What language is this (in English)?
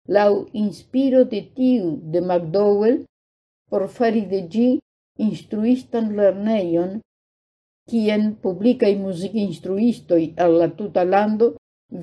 Esperanto